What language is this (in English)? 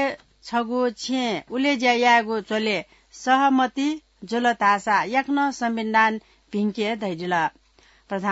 Newari